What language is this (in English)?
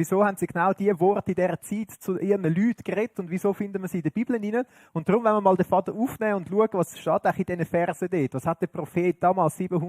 Swiss German